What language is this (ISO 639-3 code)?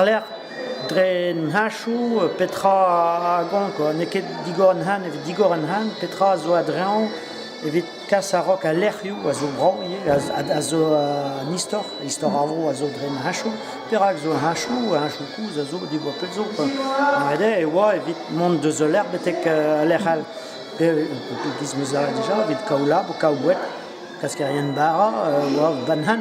bre